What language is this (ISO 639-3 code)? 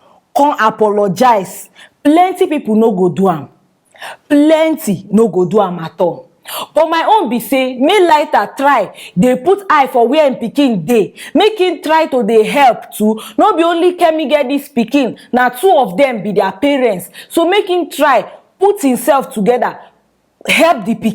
pcm